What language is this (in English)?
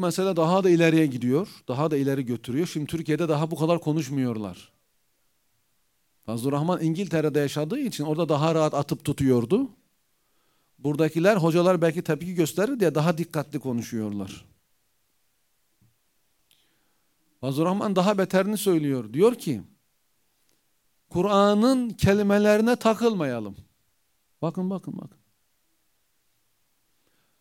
Turkish